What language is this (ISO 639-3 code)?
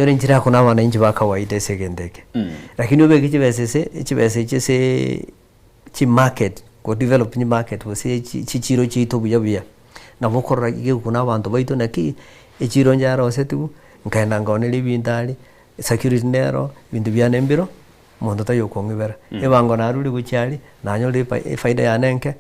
guz